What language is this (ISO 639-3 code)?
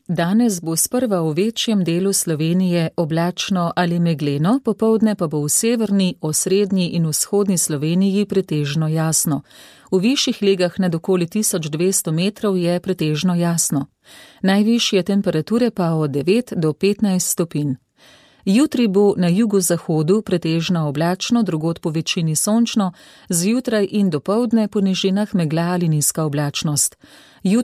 slv